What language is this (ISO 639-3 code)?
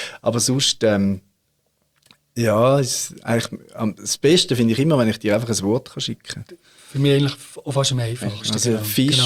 deu